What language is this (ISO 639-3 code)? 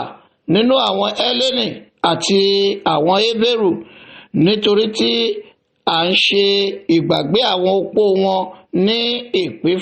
yor